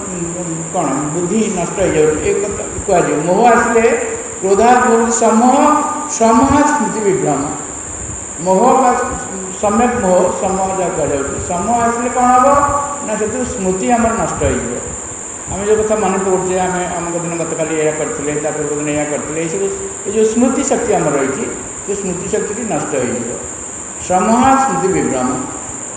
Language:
Odia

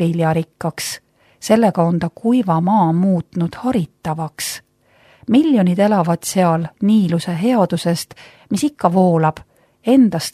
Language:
Estonian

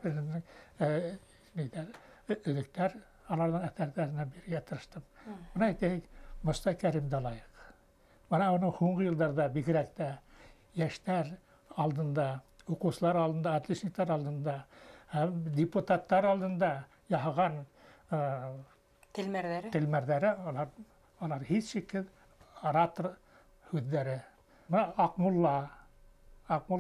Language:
Bashkir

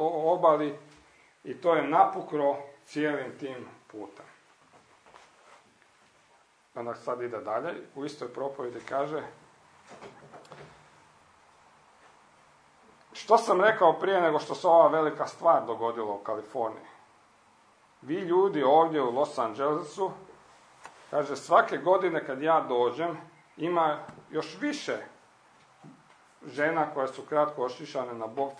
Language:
Croatian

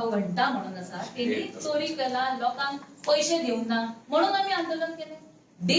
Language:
Konkani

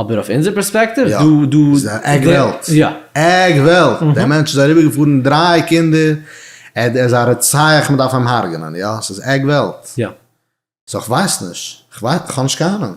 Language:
Yiddish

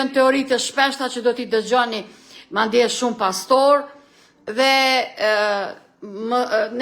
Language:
Albanian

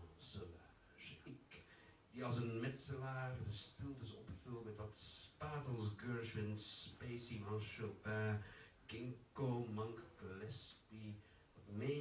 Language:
Dutch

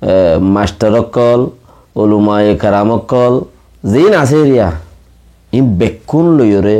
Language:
Rohingya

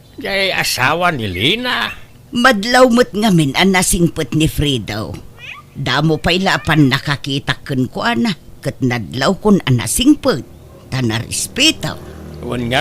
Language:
Iloko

